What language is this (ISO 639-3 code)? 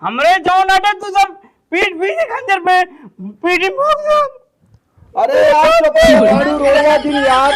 awa